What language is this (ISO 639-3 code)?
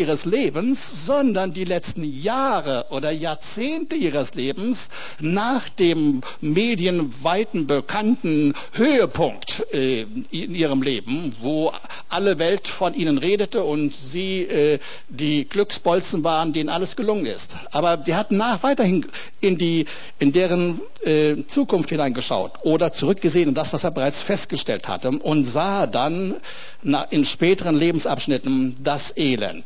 deu